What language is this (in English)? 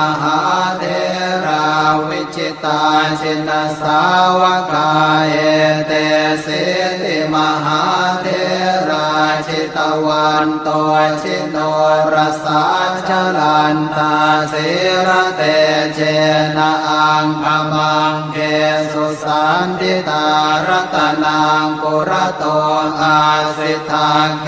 Pali